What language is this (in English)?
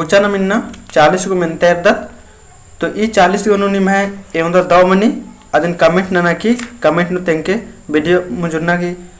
Kurukh